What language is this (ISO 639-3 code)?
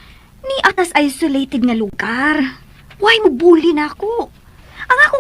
ceb